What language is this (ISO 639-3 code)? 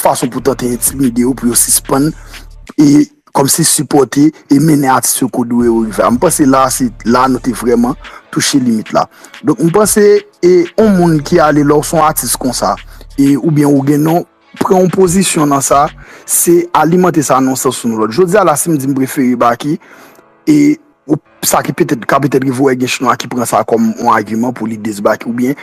hat